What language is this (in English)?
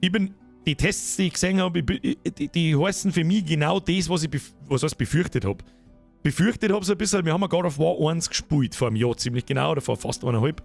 Bavarian